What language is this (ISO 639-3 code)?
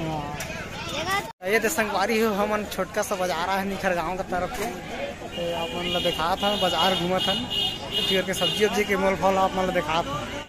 hne